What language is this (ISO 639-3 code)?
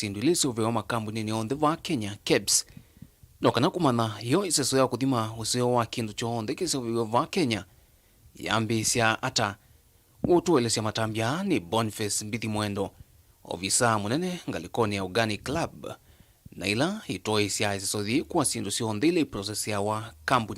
kam